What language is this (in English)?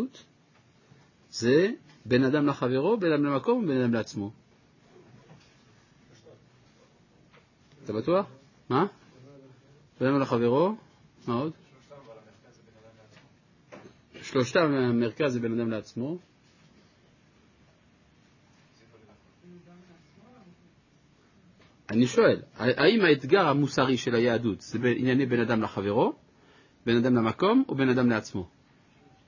Hebrew